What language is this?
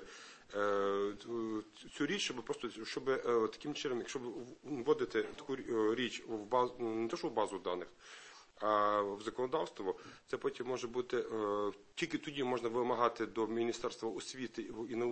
Ukrainian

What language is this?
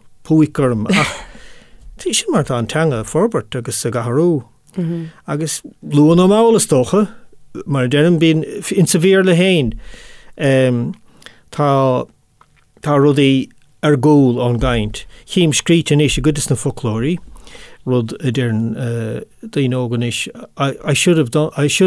Irish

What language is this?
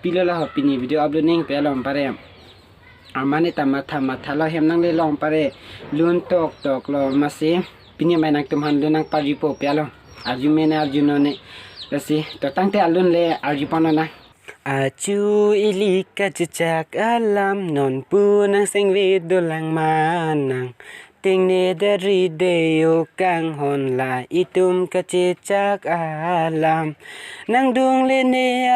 Karbi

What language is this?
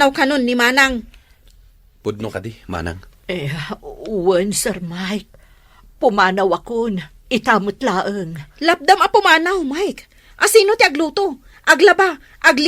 Iloko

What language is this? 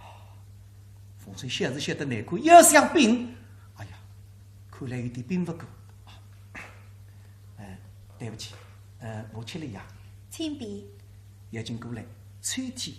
Wu Chinese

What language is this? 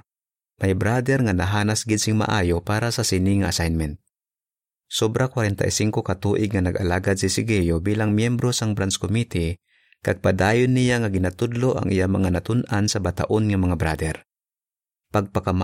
Hiligaynon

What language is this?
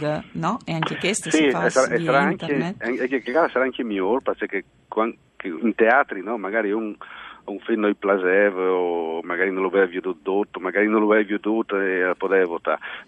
Friulian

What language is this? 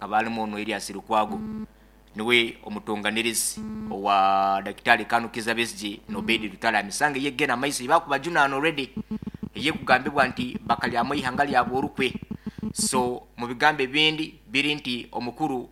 Nyoro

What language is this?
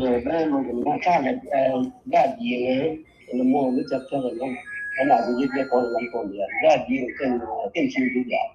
Nuer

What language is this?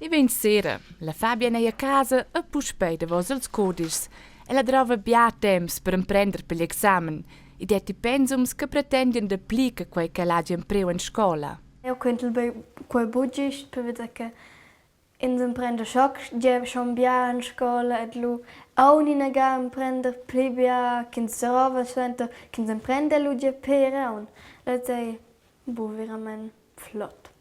Romansh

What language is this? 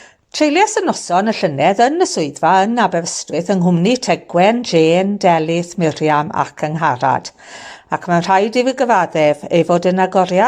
Welsh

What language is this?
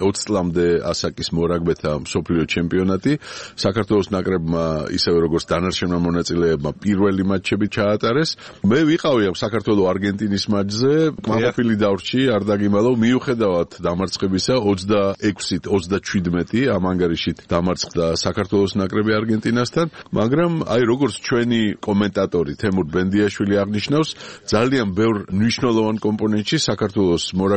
Georgian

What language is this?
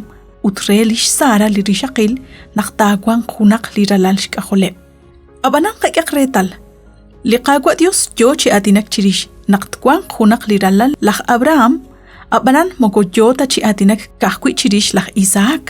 Kekchí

